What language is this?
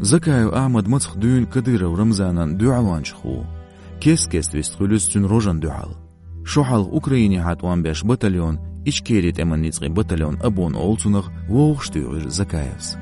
Chechen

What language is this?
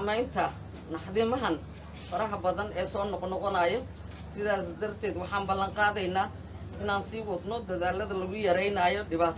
Somali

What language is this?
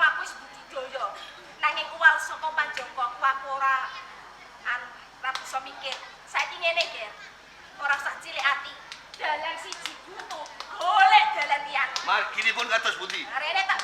Javanese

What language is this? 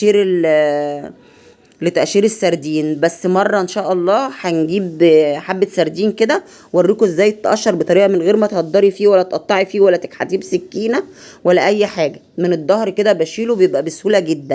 Egyptian Arabic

